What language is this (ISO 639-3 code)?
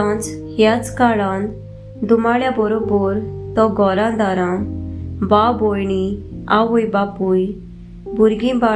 kok